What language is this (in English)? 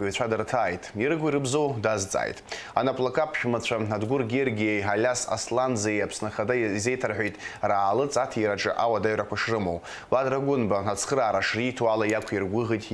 Abkhazian